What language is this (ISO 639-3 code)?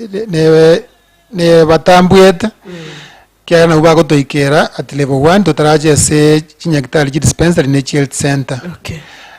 guz